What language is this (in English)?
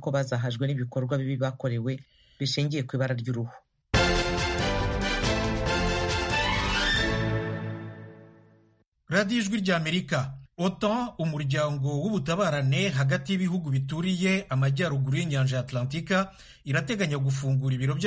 Kinyarwanda